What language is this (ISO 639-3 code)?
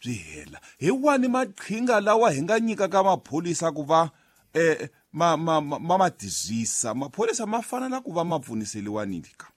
tso